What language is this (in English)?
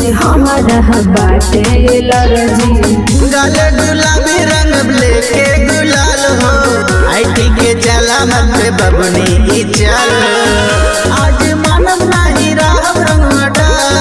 Bhojpuri